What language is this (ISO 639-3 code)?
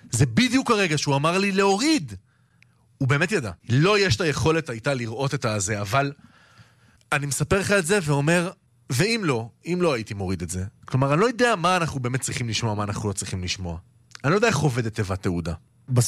heb